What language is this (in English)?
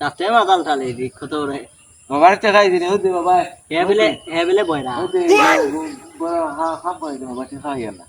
Sylheti